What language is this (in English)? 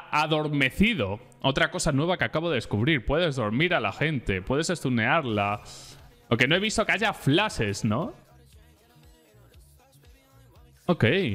Spanish